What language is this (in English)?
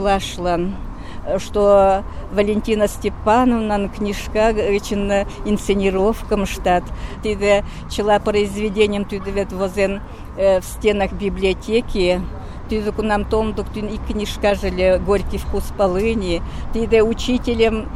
Mari